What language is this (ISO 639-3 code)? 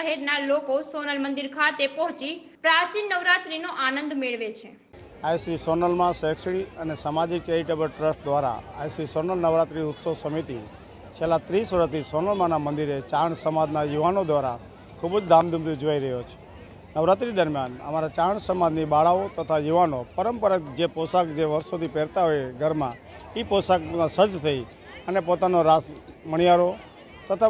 guj